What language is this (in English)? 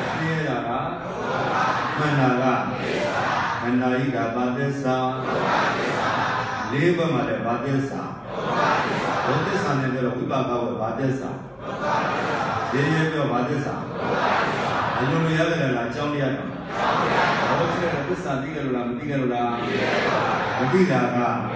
Burmese